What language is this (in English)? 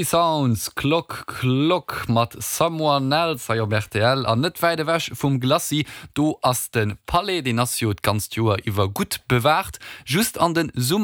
Luxembourgish